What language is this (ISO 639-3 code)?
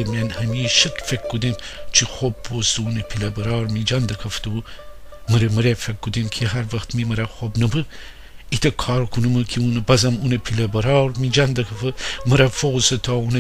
glk